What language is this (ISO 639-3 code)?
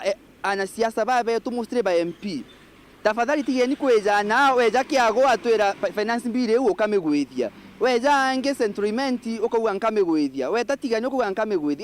mer